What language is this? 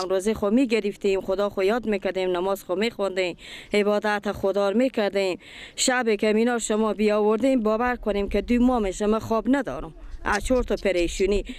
Persian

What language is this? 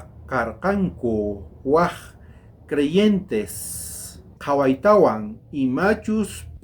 South Bolivian Quechua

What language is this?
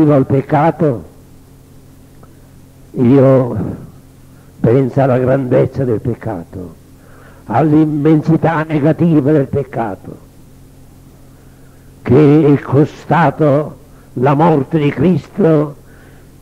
Italian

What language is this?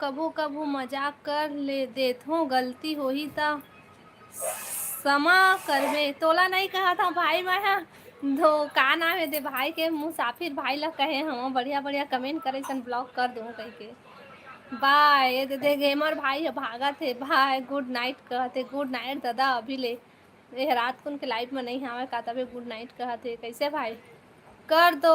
Chhattisgarhi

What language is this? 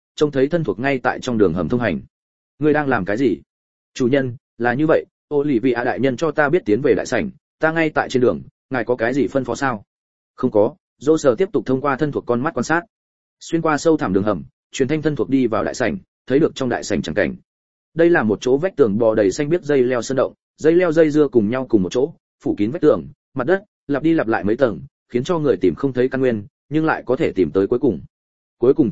Vietnamese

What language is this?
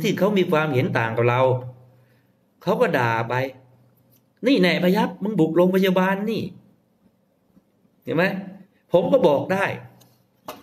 Thai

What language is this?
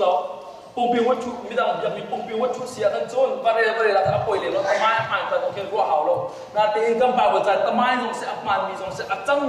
Hakha Chin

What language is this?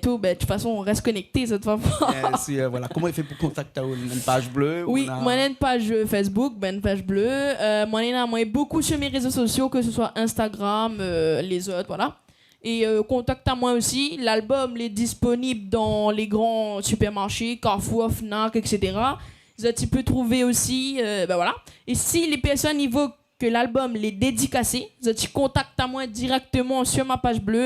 Réunion Creole French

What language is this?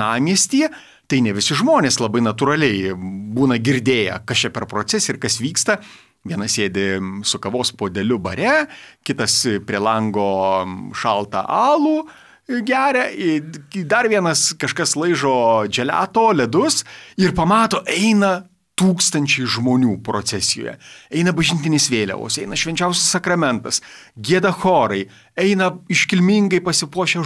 Lithuanian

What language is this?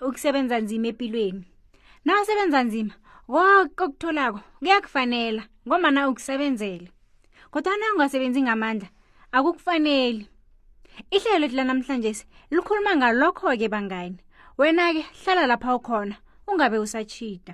South Ndebele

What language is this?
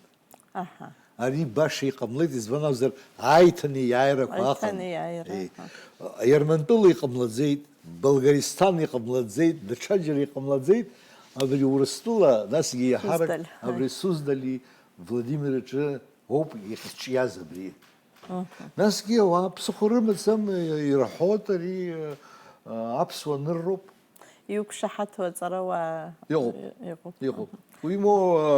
Abkhazian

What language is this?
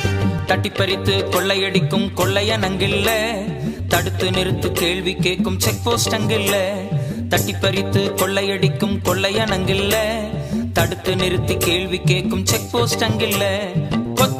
Tamil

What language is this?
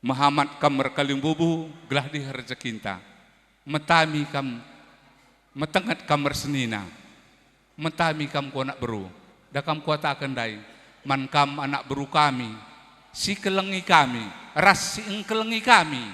Batak Karo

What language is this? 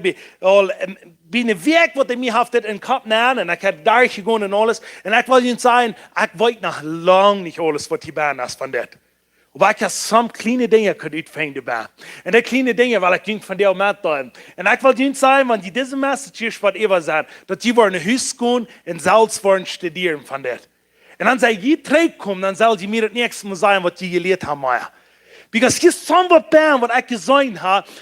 Plautdietsch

